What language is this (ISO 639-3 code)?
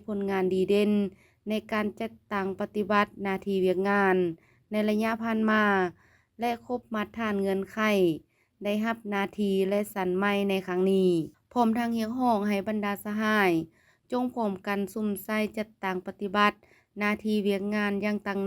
lao